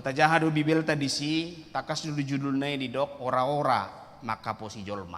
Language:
Batak Toba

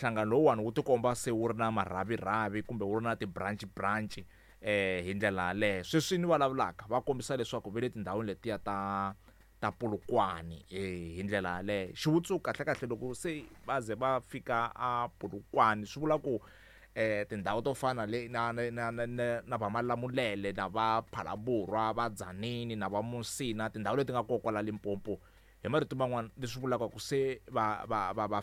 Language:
Tsonga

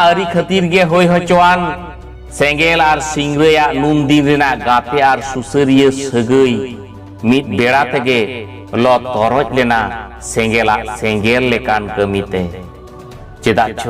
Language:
Santali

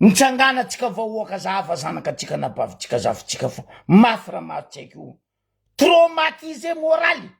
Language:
Malagasy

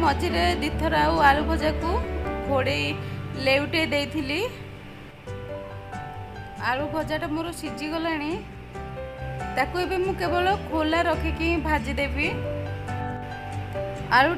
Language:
Odia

